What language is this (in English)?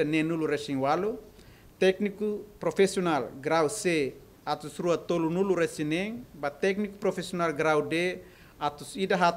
Tetum